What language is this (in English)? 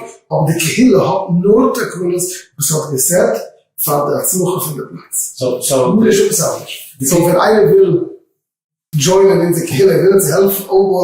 Yiddish